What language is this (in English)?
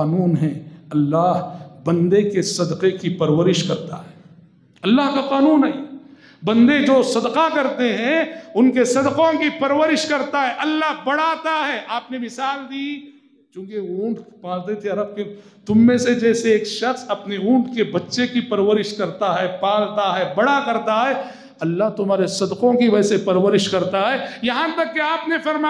Urdu